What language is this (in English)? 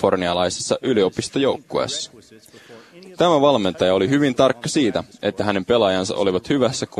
Finnish